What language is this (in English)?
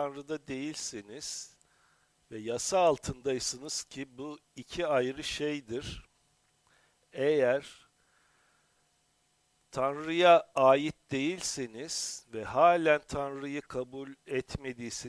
Turkish